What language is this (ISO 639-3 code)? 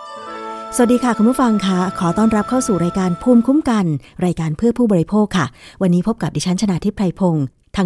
tha